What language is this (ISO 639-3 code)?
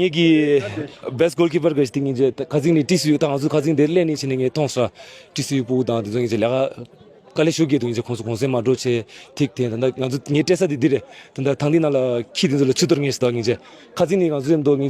bod